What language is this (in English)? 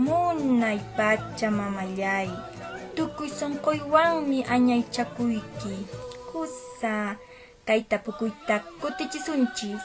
Quechua